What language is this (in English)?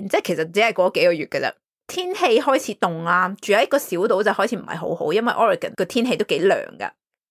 Cantonese